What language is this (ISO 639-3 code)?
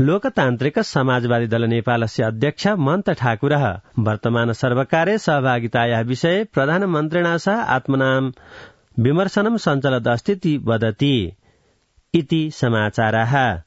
san